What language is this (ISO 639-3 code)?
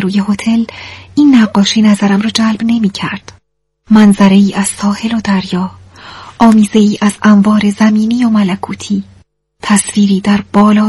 fas